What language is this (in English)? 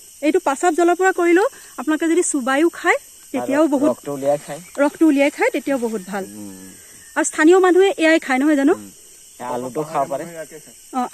Assamese